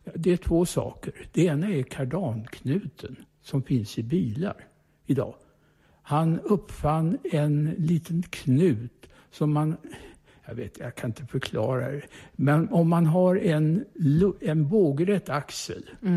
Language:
Swedish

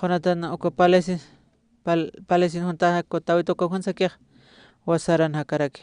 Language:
Aymara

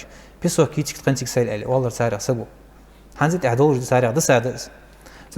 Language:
Ingush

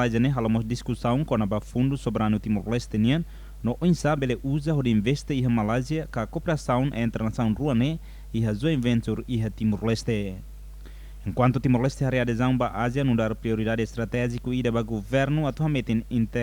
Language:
Tetum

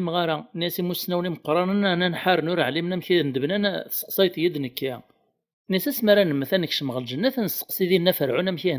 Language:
Kabyle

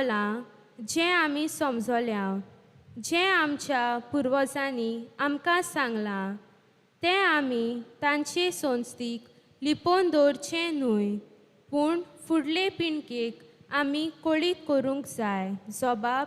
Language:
Konkani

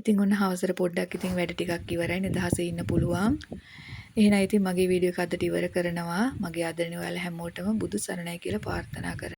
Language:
Sinhala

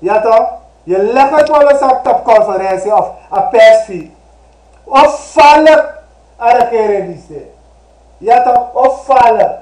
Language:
Sranan Tongo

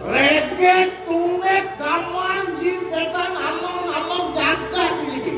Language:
Balinese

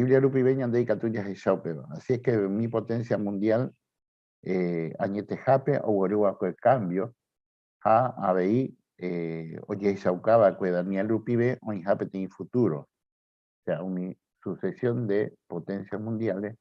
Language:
Guarani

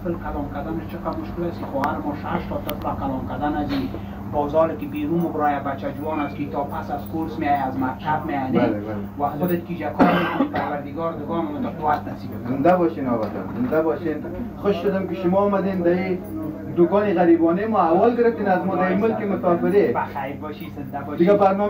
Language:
Persian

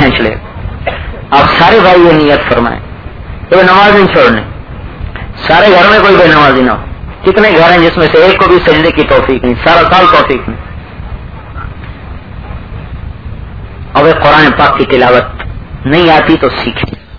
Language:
Urdu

